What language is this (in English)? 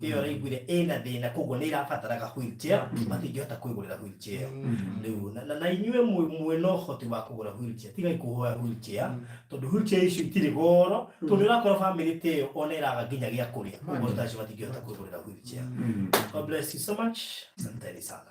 Kikuyu